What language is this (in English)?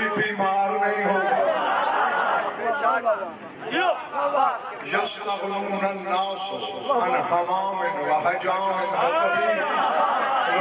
Urdu